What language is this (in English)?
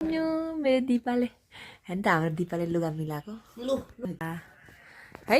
Nepali